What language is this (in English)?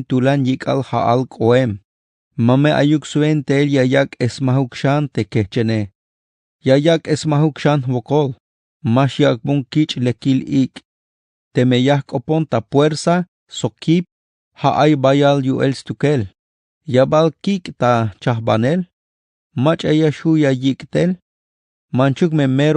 Tzeltal